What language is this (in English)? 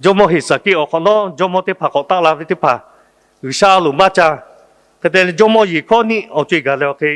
Lahu